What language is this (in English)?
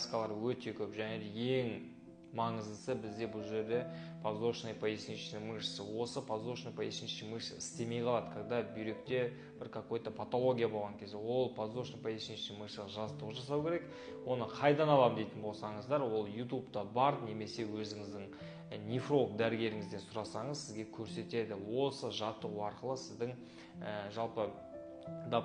Kazakh